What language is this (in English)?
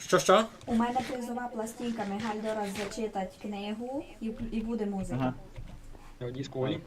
Rusyn